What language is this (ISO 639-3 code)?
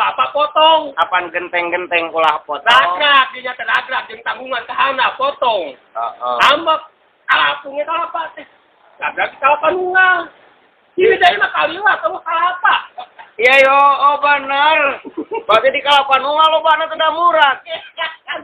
sun